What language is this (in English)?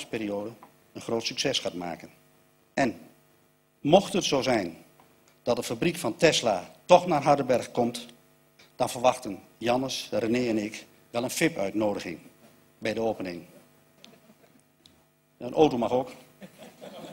Dutch